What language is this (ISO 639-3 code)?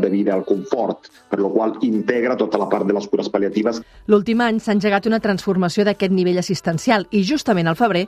cat